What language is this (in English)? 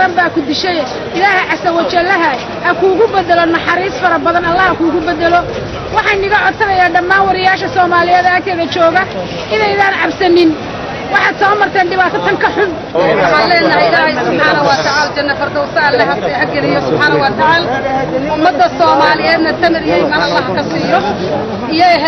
Somali